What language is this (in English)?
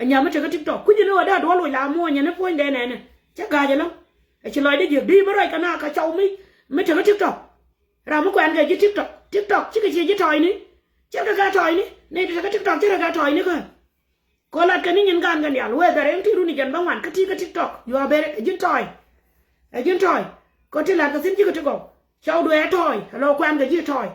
Nuer